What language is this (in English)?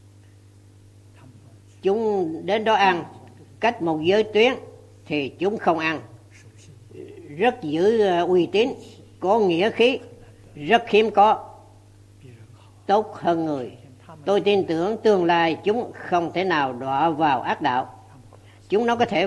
Vietnamese